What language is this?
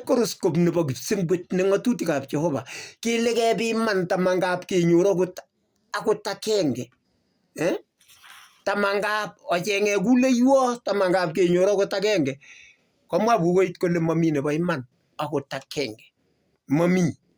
Kalenjin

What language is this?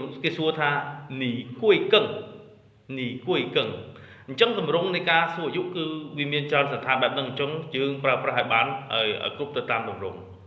Khmer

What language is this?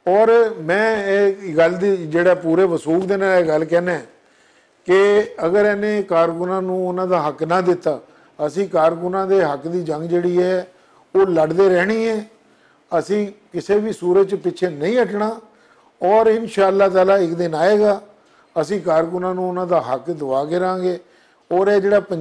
Western Panjabi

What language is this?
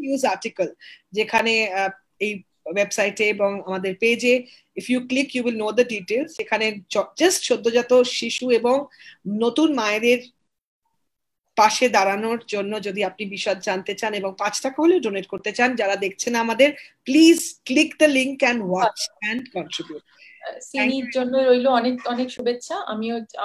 Bangla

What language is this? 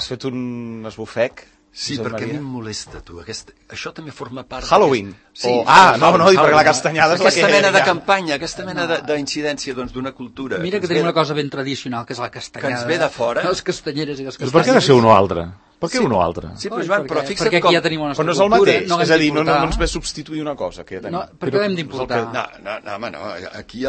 Catalan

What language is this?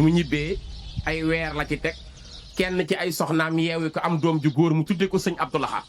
Wolof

